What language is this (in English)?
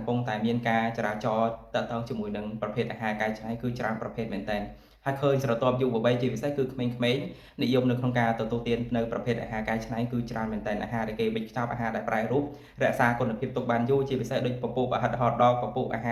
Khmer